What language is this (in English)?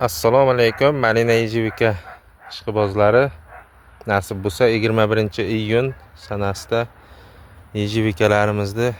Uzbek